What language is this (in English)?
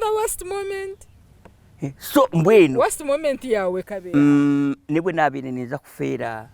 Nyankole